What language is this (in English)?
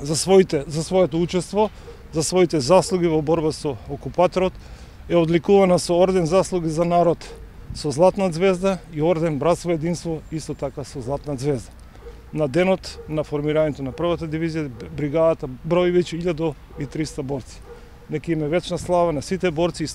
Macedonian